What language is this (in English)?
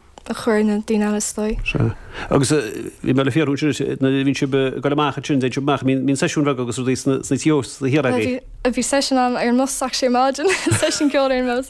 Irish